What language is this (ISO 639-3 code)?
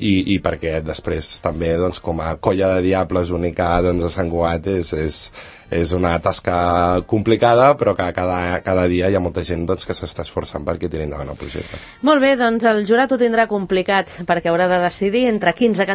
cat